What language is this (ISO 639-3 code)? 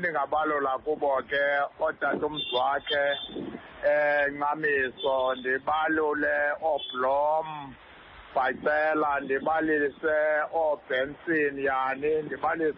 xho